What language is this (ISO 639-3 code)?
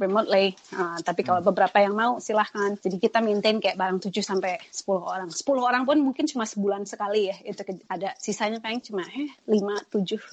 ind